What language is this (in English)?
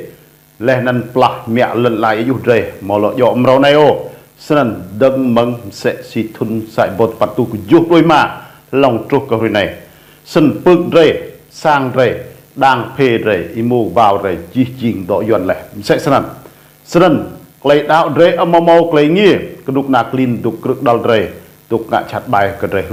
Rade